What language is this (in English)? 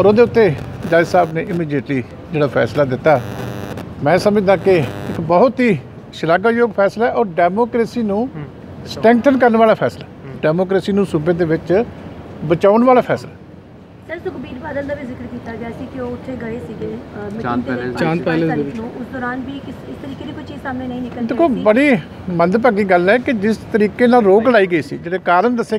Punjabi